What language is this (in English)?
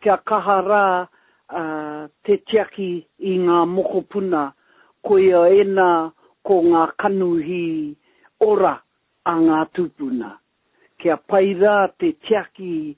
Māori